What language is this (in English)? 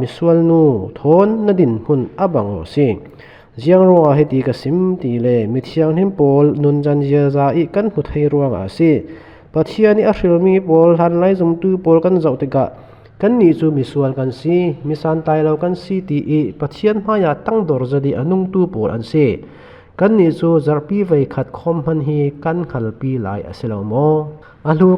Falam Chin